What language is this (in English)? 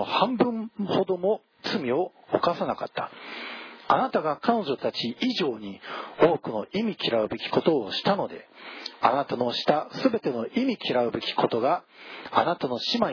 Japanese